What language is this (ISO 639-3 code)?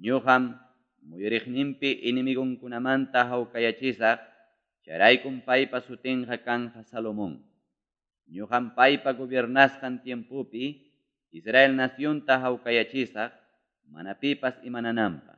quy